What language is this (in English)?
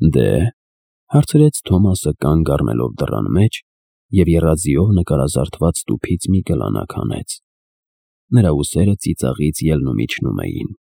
Armenian